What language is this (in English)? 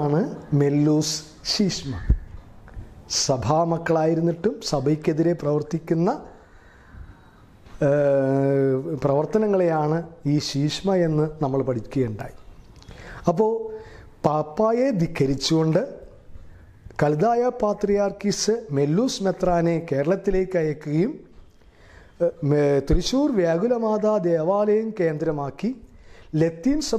Malayalam